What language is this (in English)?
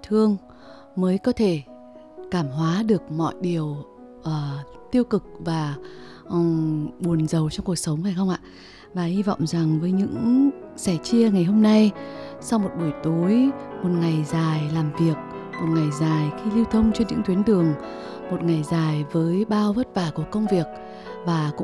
Vietnamese